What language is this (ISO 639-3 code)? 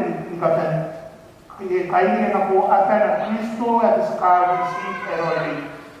gil